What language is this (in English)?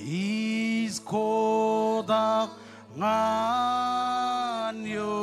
Marshallese